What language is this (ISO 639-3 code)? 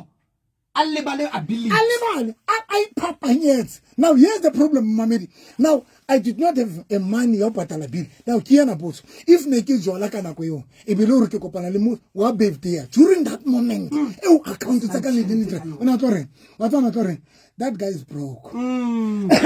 sot